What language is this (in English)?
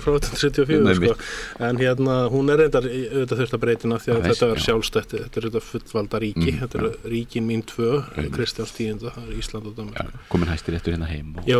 Icelandic